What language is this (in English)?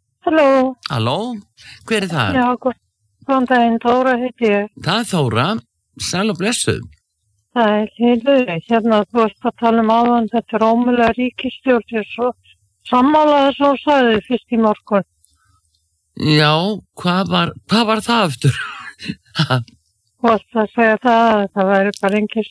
Icelandic